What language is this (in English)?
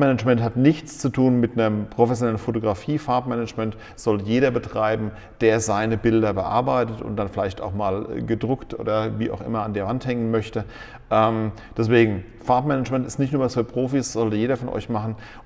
German